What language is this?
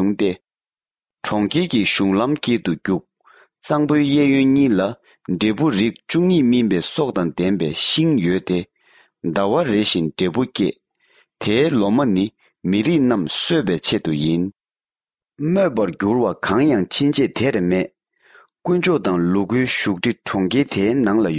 Tibetan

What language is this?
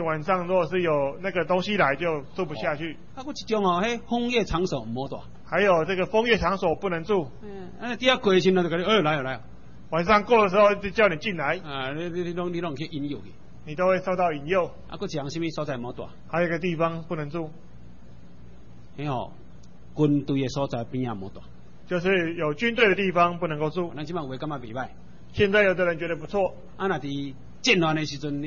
Min Nan Chinese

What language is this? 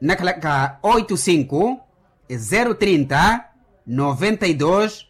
Makhuwa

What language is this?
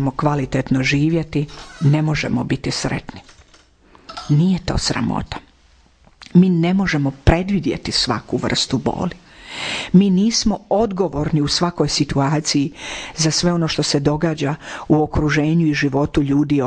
Croatian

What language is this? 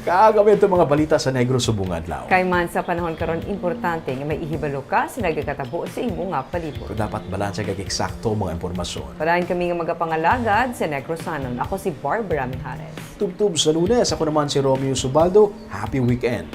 Hiligaynon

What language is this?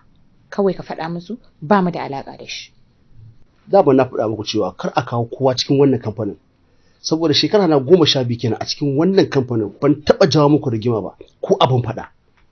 Hausa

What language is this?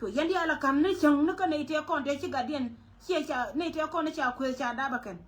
Nuer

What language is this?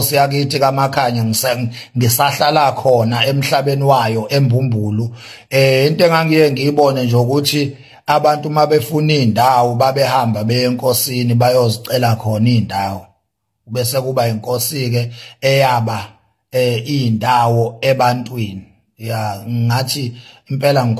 Zulu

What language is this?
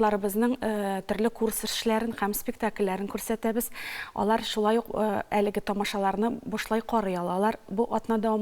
Tatar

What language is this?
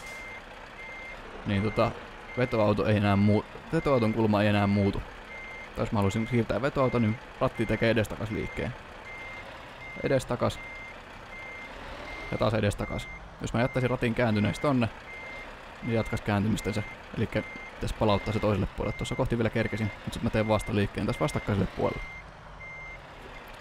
Finnish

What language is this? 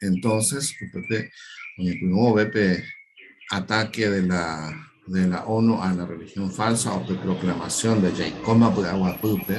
Guarani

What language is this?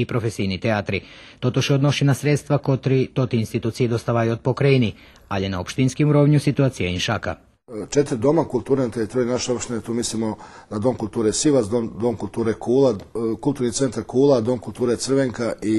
Rusyn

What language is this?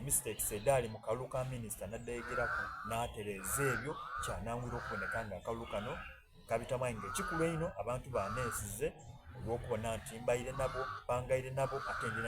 Soga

